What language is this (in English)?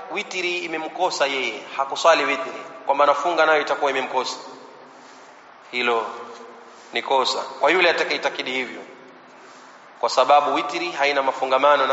Swahili